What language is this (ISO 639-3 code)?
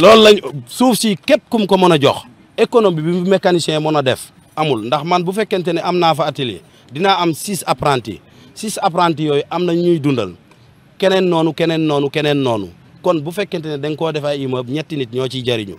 wol